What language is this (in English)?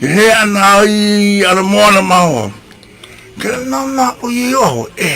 Hawaiian